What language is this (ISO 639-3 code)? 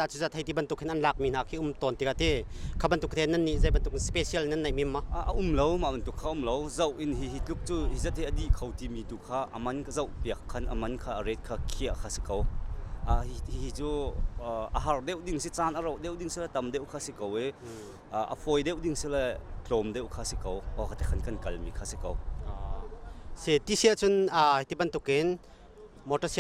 cnh